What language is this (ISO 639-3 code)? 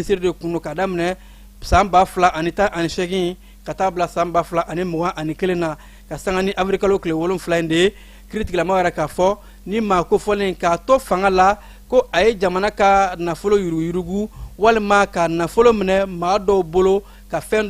bam